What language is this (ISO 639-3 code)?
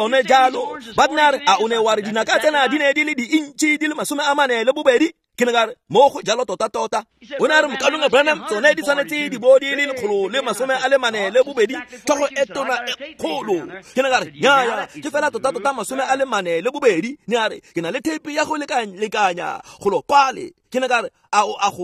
tsn